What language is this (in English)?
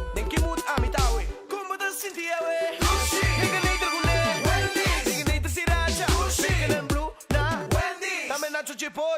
Papiamento